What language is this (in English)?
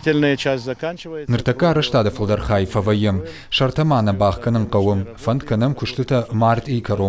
Ossetic